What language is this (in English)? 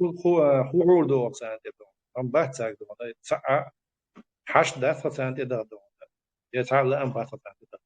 Chechen